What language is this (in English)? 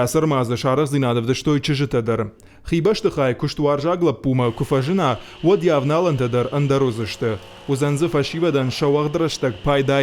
Ossetic